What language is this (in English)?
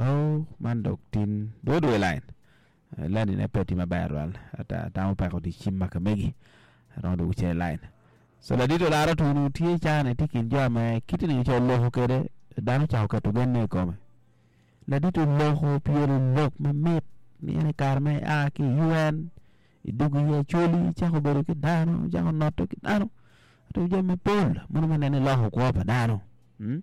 Acoli